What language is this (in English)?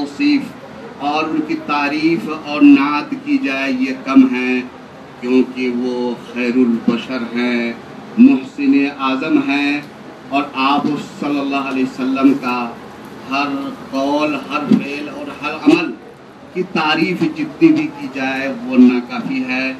Urdu